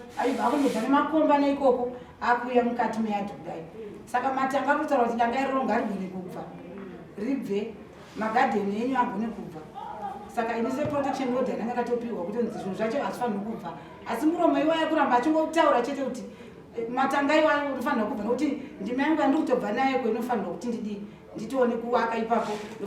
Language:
Shona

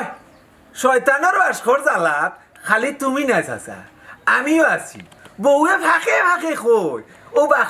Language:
Sylheti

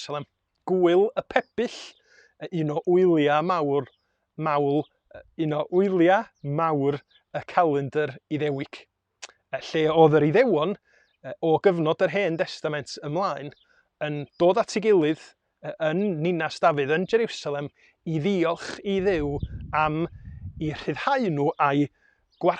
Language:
Welsh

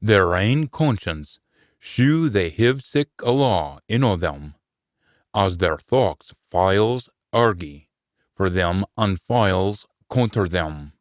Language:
Scots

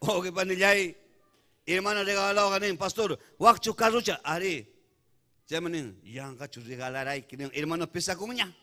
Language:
Ayacucho Quechua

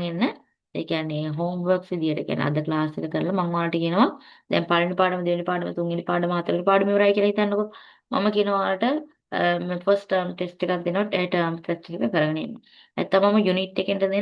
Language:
Sinhala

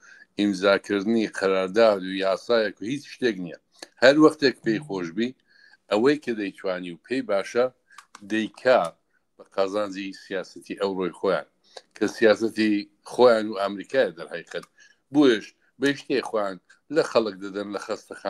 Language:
Central Kurdish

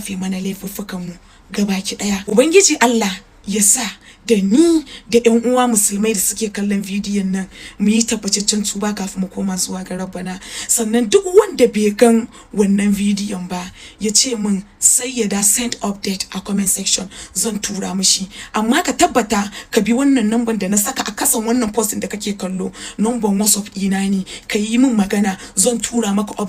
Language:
Hausa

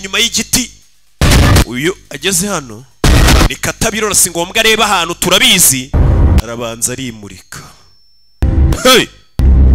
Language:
Kinyarwanda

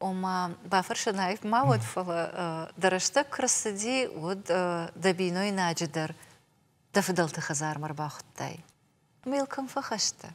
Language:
Ossetic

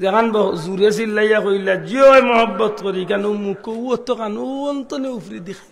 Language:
Sylheti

